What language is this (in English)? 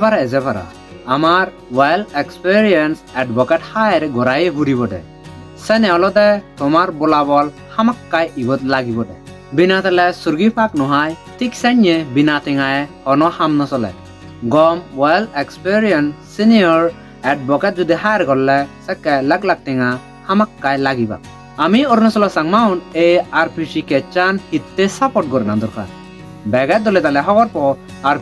Chakma